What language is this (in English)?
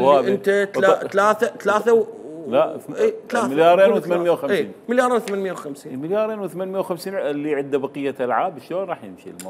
Mesopotamian Arabic